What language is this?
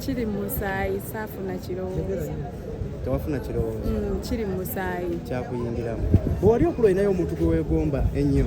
Ganda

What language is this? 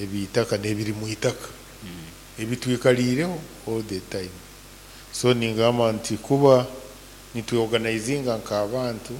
Nyankole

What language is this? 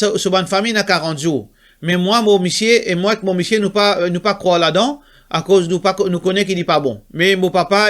Morisyen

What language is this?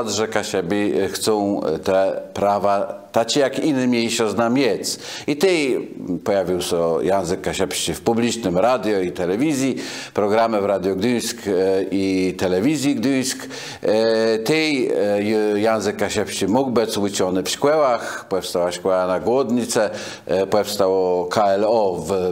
Kashubian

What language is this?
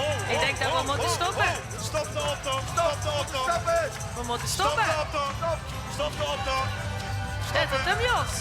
Limburgish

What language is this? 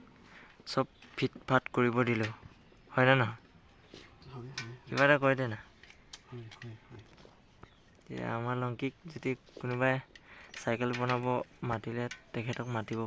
Assamese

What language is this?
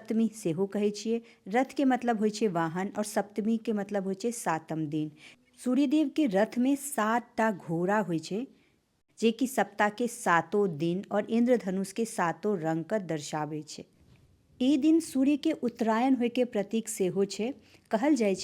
Maithili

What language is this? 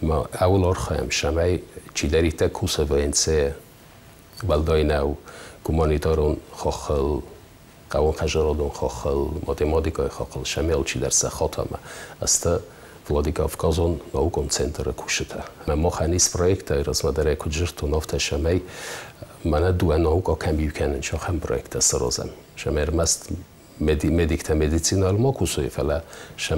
Ossetic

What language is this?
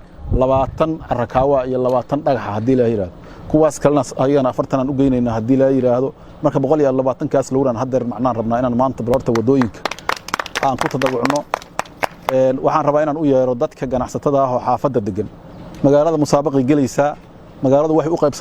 Somali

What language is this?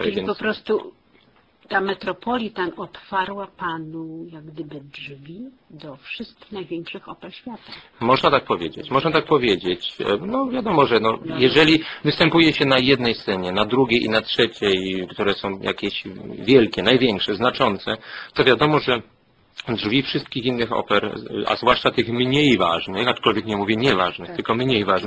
Polish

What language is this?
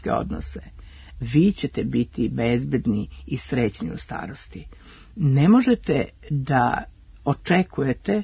Serbian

